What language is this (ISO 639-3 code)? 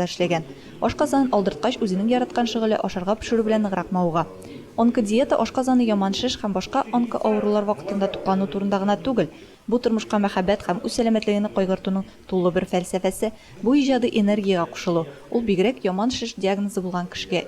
tat